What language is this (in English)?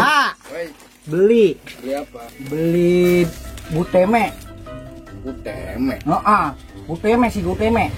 Betawi